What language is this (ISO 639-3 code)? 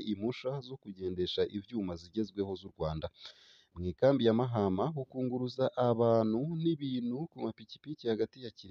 run